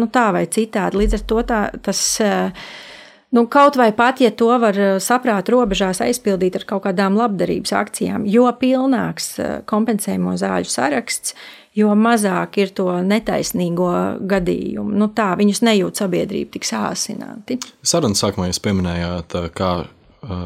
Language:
Latvian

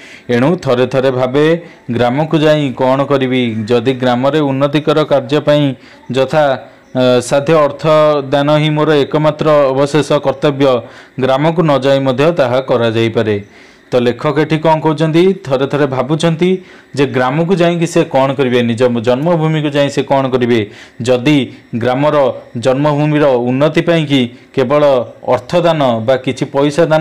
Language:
Odia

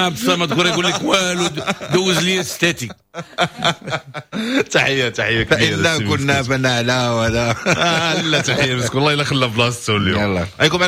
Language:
Moroccan Arabic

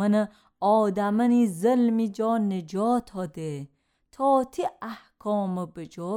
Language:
Gilaki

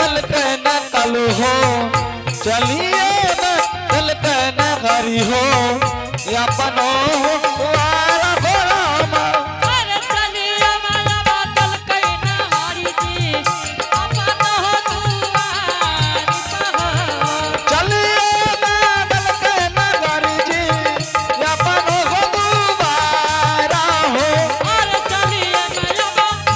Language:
Angika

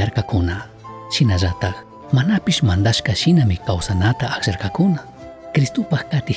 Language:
Chimborazo Highland Quichua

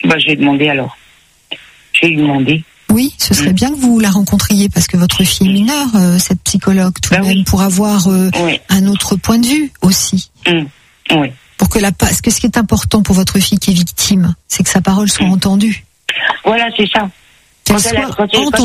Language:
French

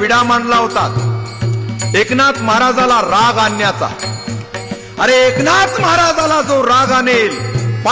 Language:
Marathi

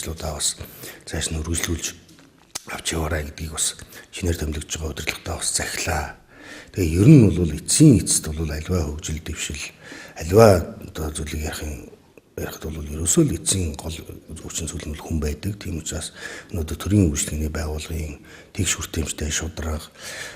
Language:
Mongolian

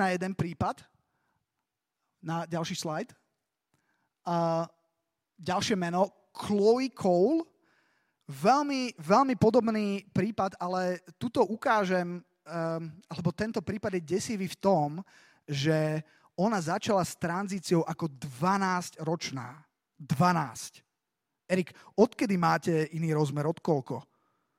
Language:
Slovak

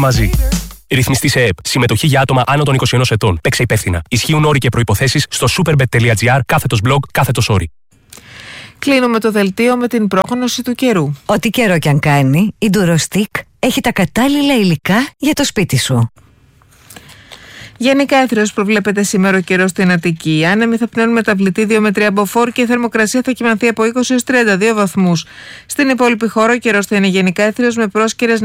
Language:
Greek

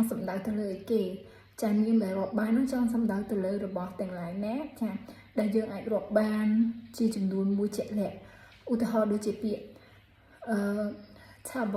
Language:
Khmer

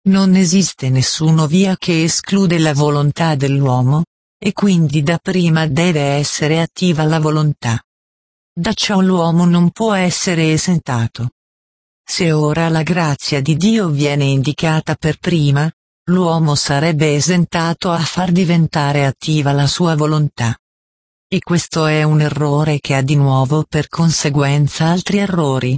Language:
Italian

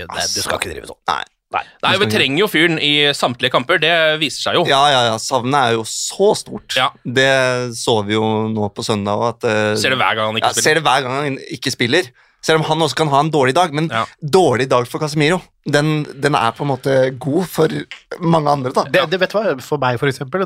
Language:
Norwegian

